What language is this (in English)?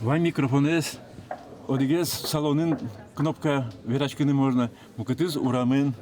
Udmurt